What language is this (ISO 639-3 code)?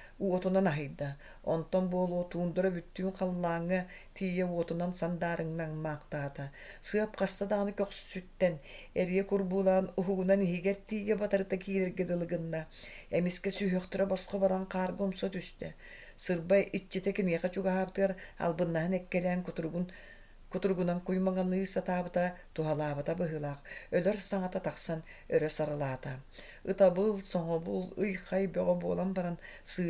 sah